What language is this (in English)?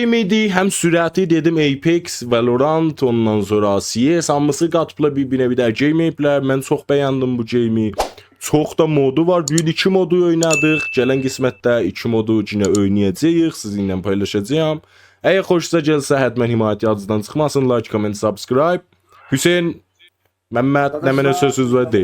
South Azerbaijani